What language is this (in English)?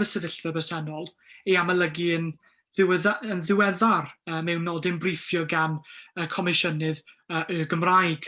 Welsh